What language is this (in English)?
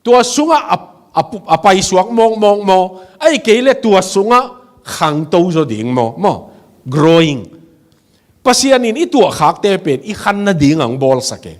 Tedim Chin